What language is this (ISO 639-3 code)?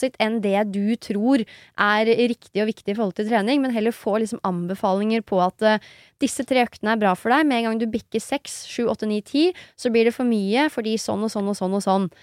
nor